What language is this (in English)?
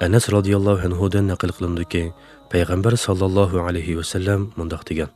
Uyghur